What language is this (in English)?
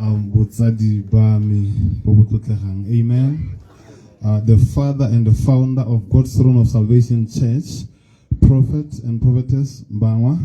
Tswana